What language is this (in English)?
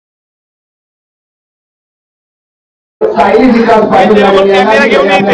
Marathi